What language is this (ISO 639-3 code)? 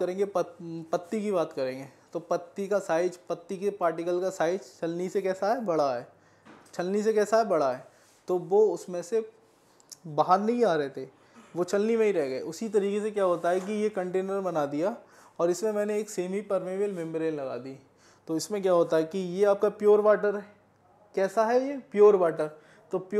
hin